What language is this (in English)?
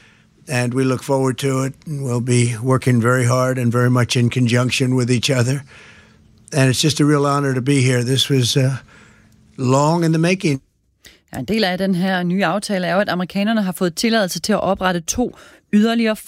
Danish